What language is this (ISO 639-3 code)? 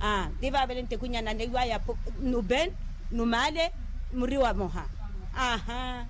vmw